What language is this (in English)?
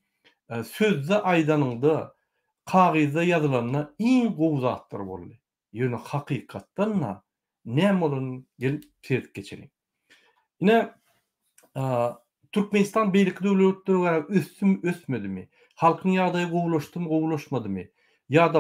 Turkmen